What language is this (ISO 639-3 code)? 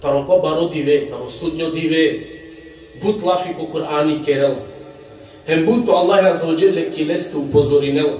rmn